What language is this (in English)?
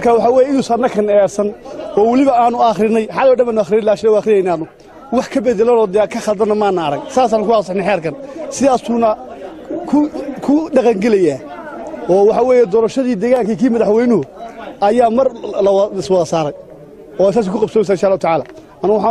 Somali